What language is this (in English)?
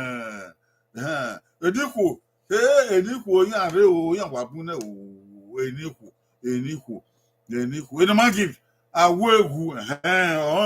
Bini